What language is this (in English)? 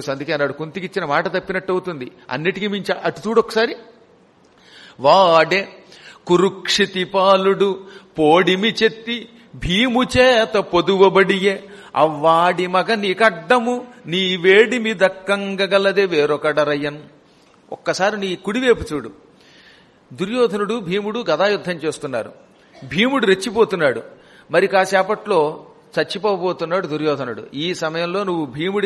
Telugu